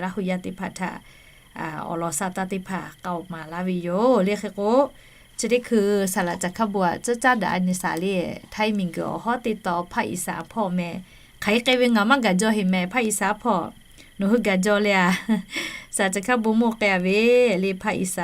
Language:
Lahu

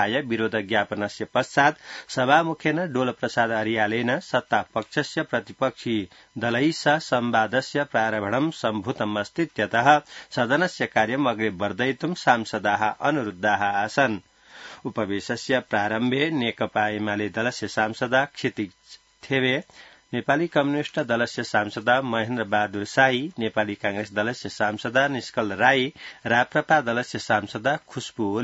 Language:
Sanskrit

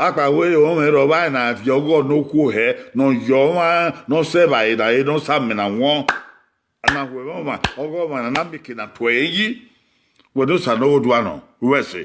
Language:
Bini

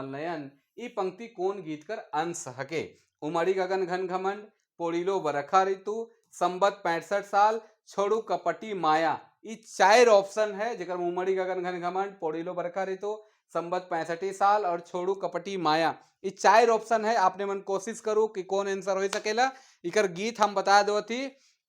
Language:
Sadri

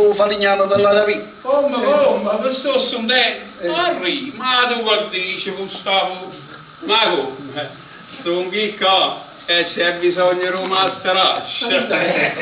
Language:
Neapolitan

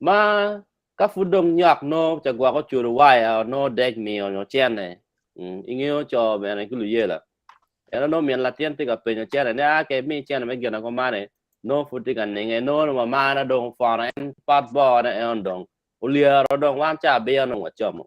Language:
Acoli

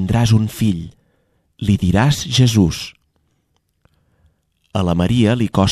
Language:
Catalan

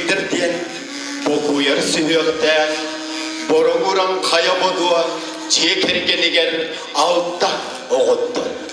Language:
Yakut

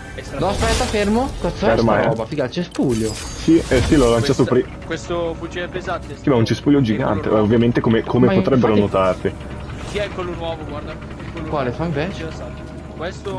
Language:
Italian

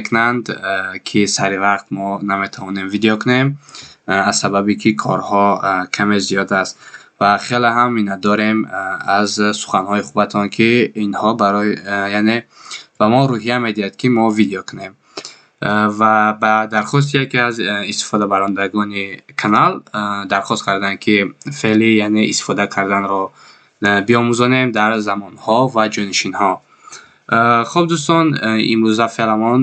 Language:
Tajik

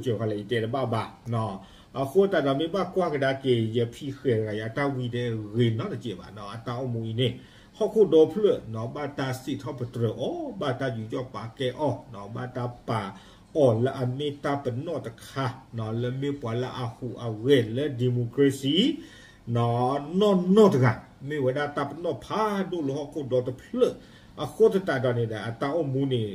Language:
S'gaw Karen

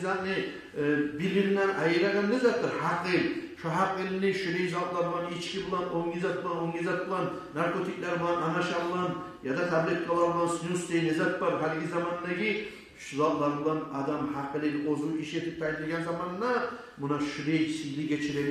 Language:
Kumyk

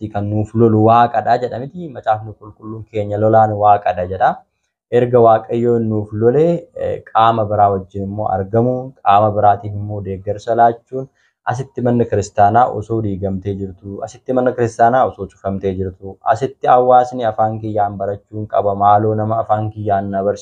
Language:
Oromo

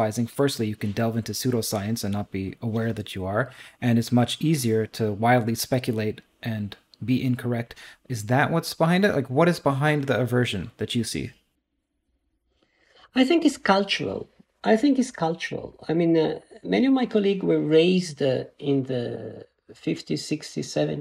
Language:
English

